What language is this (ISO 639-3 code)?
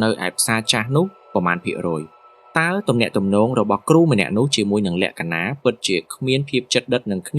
khm